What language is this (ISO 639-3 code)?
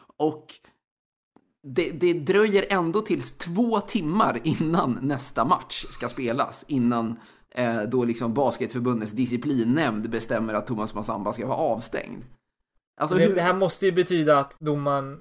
swe